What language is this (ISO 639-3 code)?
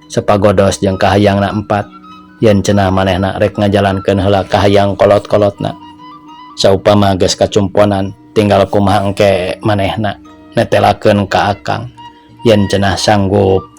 sun